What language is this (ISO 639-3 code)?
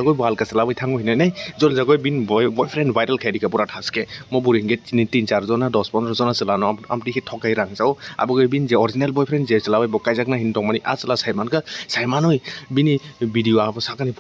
trp